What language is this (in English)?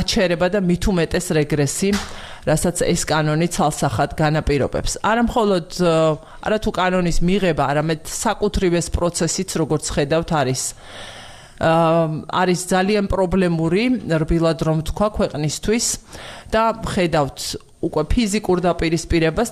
Georgian